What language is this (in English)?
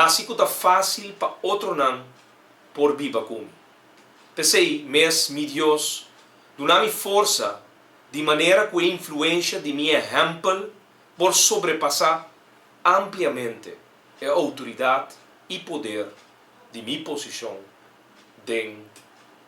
Papiamento